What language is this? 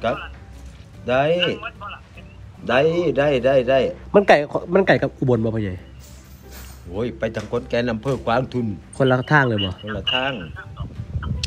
Thai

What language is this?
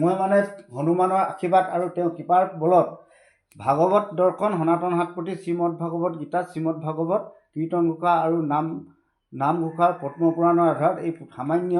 Assamese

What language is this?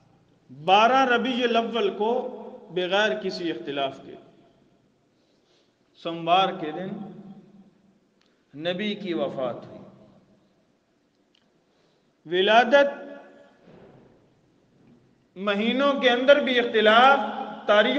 Urdu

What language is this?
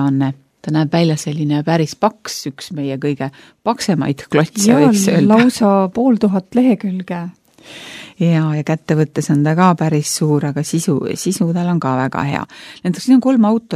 Estonian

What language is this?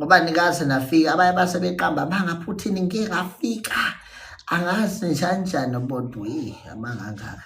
Zulu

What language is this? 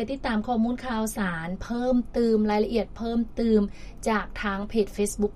Lao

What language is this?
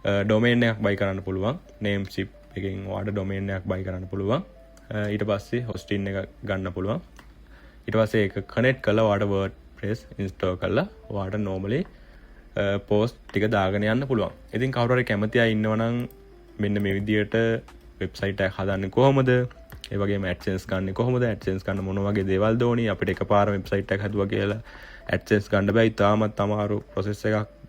Sinhala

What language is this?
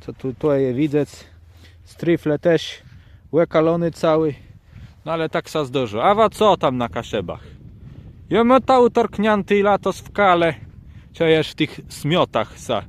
Kashubian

